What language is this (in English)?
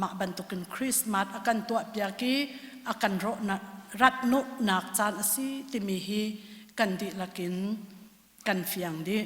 Hakha Chin